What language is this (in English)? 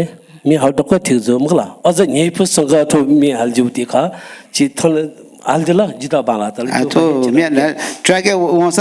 Newari